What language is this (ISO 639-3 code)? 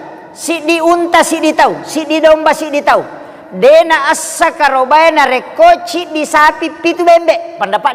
bug